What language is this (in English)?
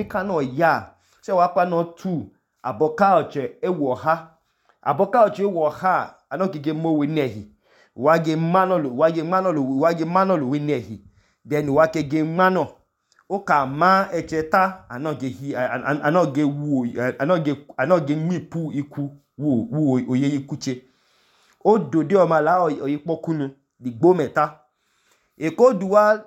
Idoma